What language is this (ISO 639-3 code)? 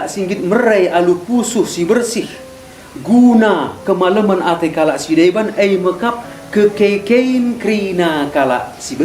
btx